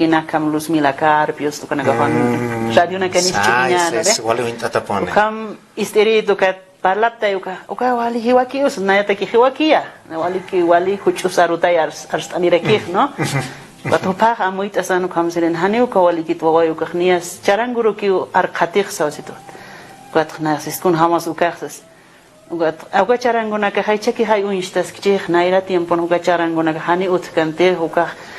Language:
Aymara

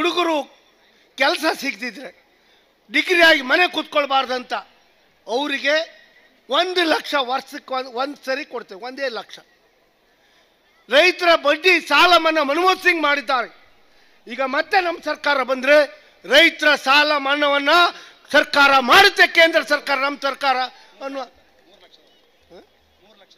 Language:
Kannada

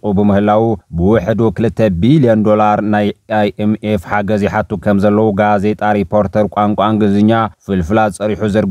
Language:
Tigrinya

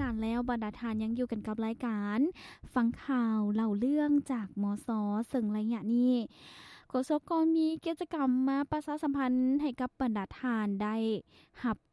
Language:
Lao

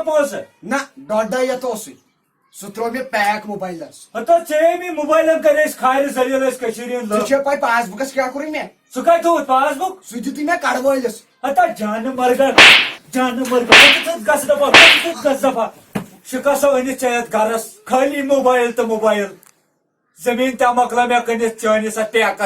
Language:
Kashmiri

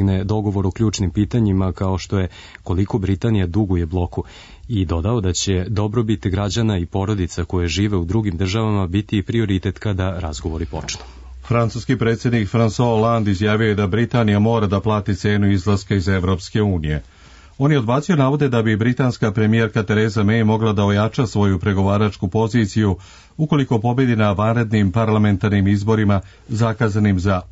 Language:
Serbian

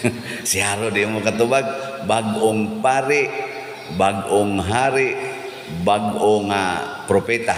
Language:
Cebuano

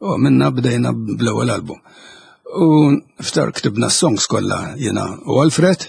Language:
Maltese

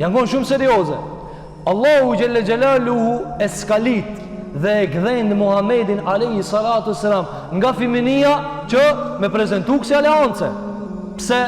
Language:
Albanian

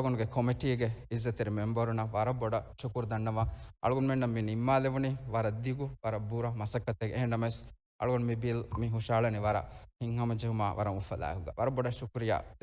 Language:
Divehi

